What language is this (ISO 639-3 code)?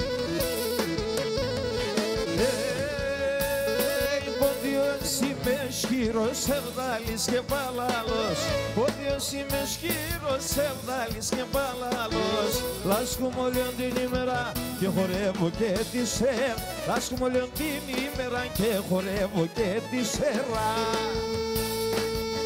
ell